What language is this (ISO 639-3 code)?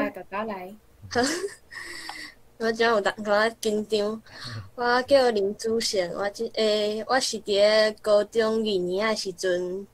nan